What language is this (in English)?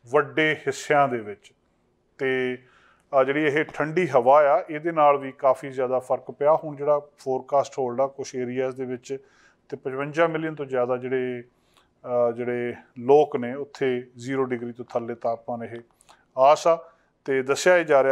Punjabi